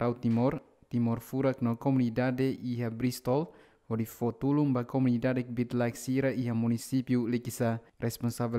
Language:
Tetum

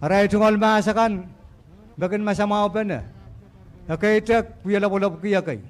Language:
Pohnpeian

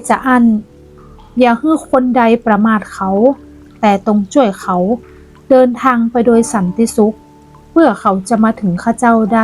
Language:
Northern Thai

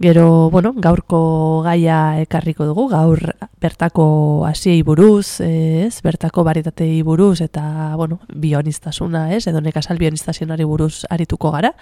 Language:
Basque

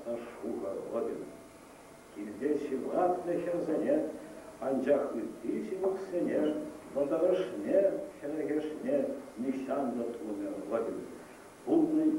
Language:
Chuvash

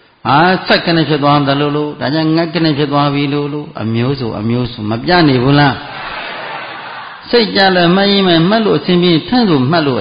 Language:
Burmese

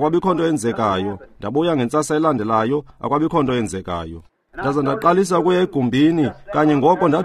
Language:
Xhosa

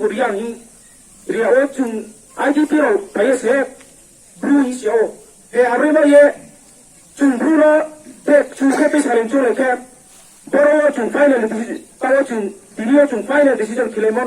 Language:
Riang (India)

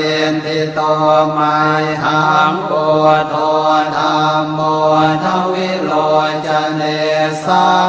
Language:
Pali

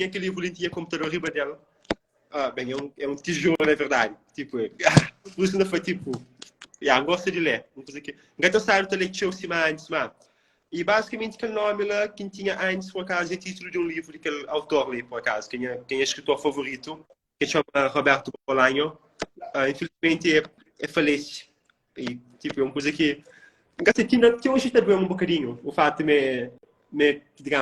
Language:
Kabuverdianu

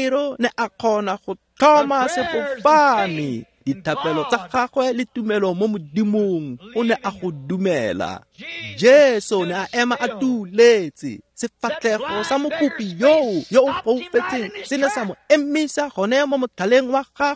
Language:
Tswana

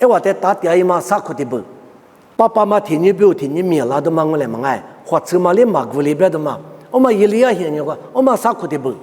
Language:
Lisu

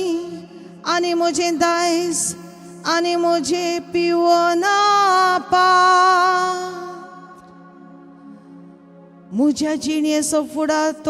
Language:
Konkani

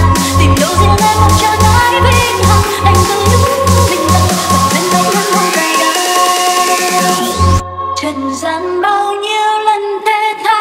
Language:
Vietnamese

